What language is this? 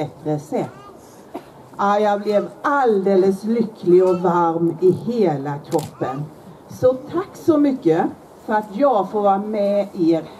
Swedish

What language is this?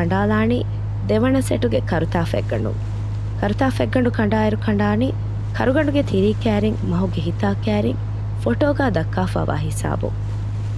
Divehi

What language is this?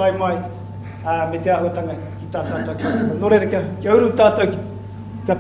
Māori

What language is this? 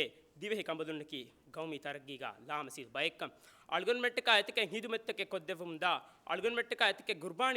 Divehi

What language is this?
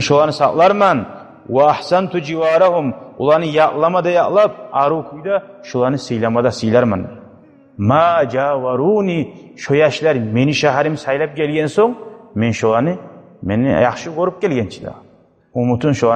Kumyk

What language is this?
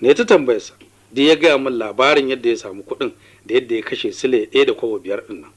Hausa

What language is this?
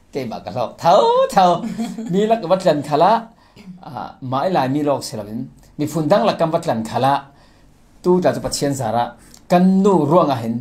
Falam Chin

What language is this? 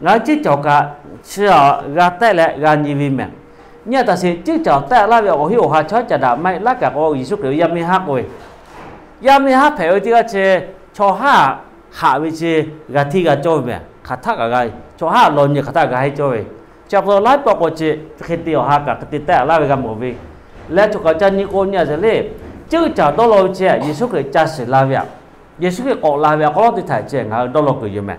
Lahu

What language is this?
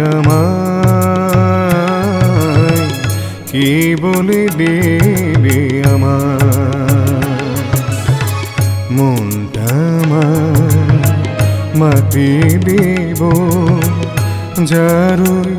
Bangla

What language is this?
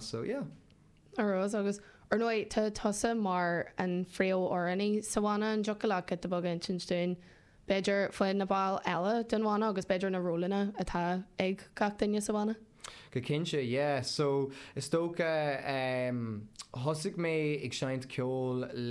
Irish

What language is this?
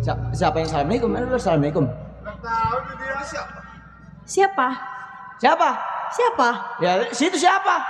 Betawi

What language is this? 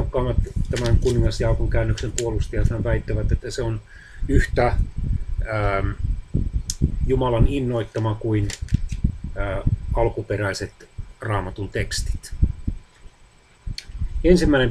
Finnish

